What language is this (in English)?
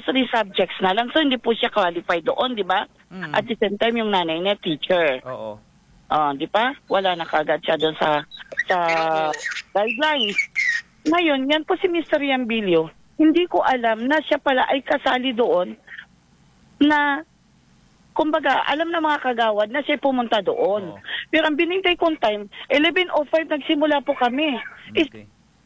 Filipino